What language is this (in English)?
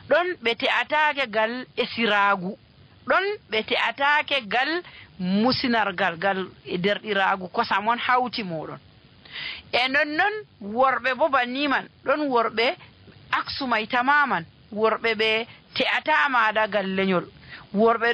Nigerian Fulfulde